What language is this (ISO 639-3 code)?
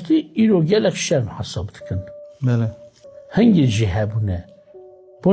kur